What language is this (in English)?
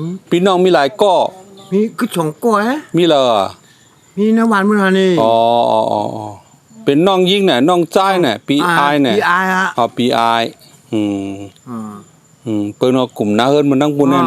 Shan